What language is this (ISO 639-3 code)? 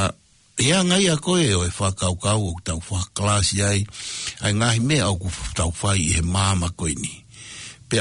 ton